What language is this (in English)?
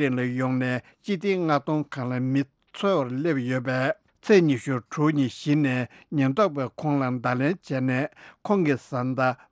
Tibetan